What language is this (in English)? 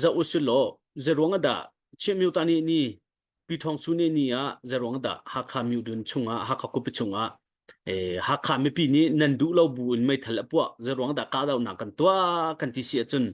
Hakha Chin